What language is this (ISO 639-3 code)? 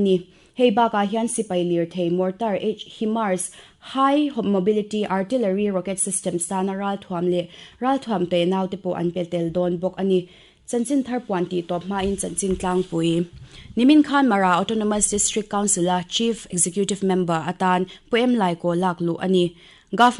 lus